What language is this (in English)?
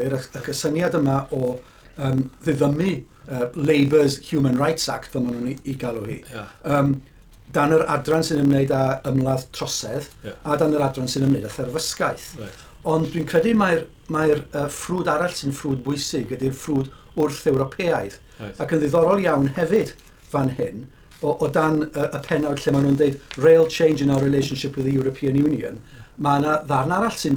Welsh